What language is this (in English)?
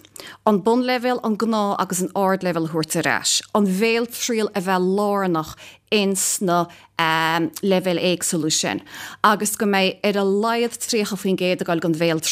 Irish